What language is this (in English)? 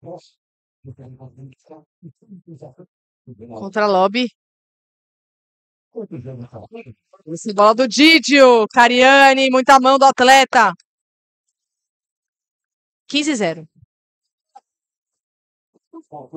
Portuguese